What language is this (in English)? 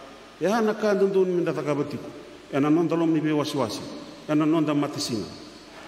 Fijian